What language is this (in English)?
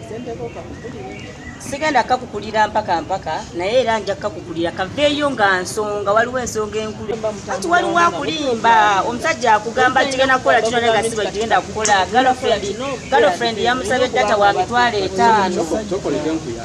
Ganda